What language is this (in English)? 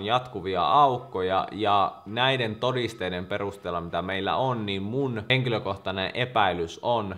Finnish